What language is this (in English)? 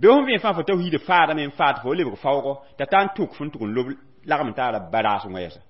Mossi